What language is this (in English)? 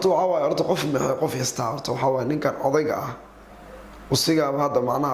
Somali